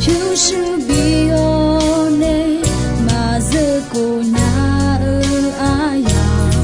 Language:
Akha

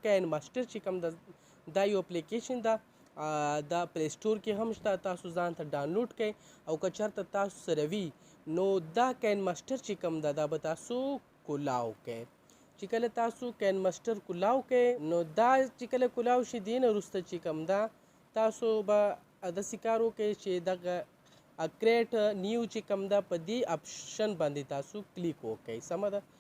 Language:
Pashto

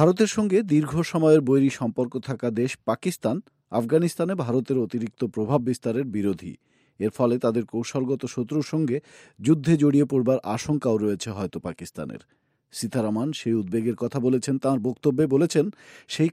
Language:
Bangla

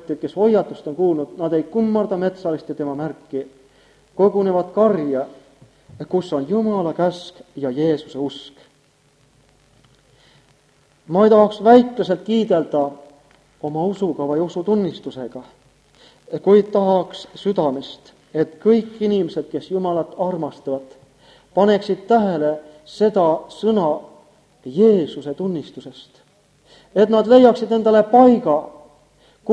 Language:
Estonian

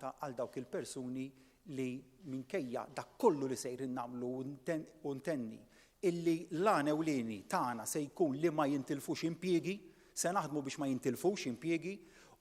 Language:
Maltese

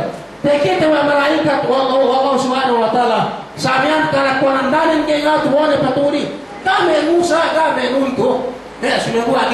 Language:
Yakan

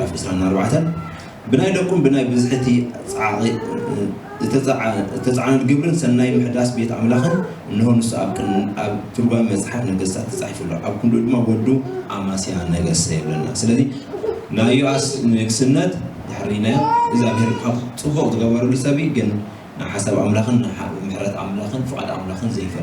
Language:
Tigrinya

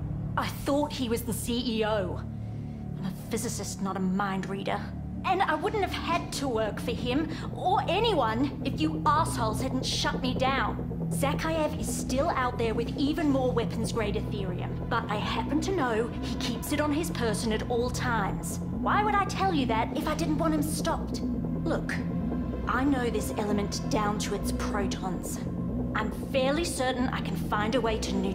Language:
English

